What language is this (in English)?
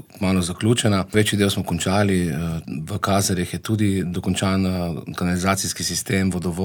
Slovenian